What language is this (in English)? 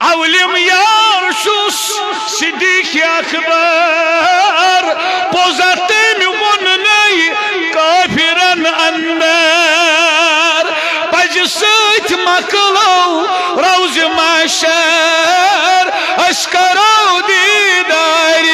Kashmiri